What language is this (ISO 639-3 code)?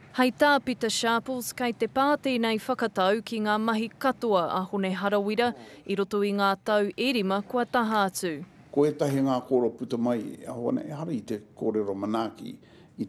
mri